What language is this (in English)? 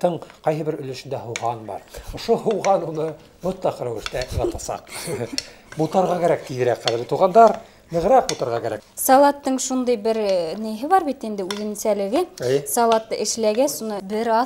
Bashkir